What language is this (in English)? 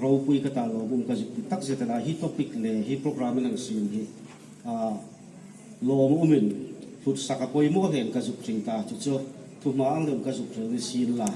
Hmar